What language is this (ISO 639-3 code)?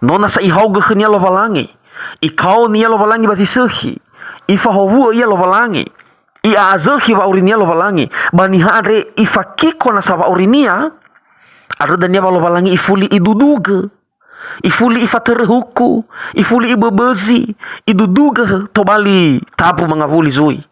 nia